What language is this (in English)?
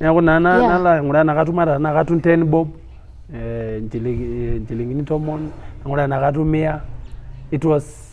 Masai